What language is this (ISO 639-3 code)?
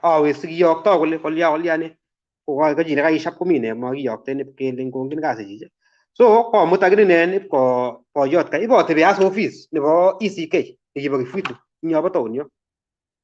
kln